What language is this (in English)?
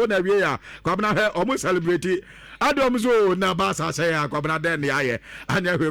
Akan